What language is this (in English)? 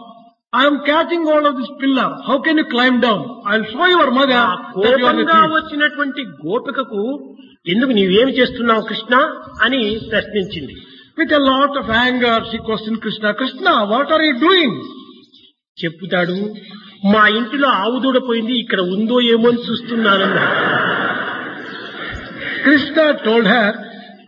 Telugu